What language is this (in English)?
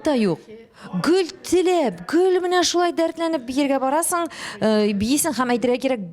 Tatar